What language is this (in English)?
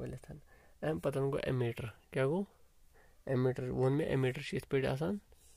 Kashmiri